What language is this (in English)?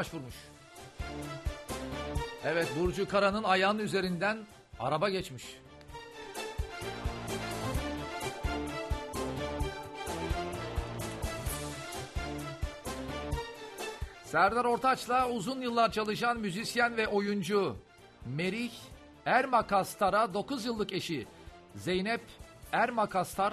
Turkish